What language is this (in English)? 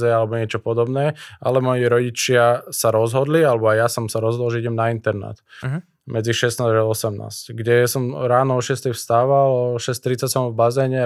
Slovak